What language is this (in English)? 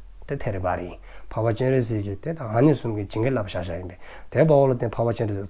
Dzongkha